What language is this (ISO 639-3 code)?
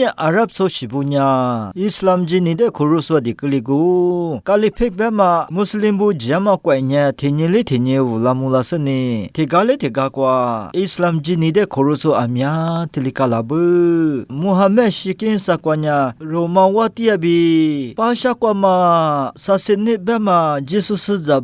lis